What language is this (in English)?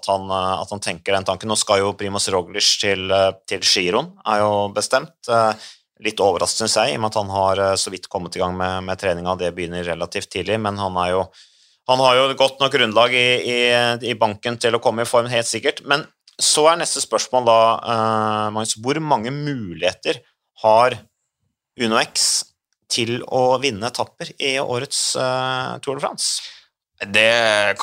Norwegian